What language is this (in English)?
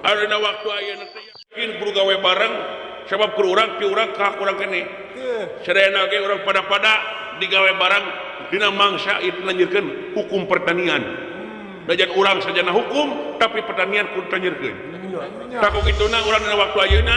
Sundanese